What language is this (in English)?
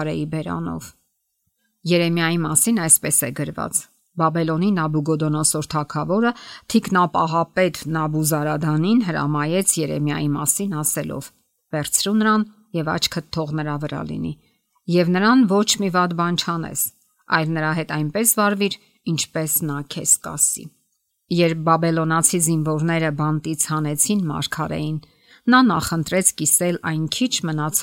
Armenian